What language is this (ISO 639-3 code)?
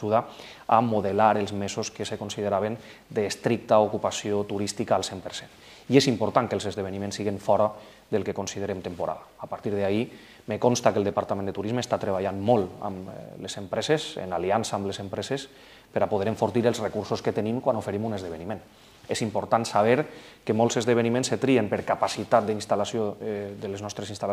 cat